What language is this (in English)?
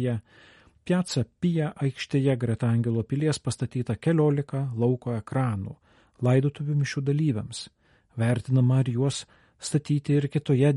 Lithuanian